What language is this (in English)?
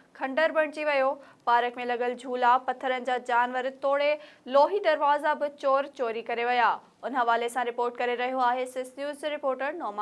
Sindhi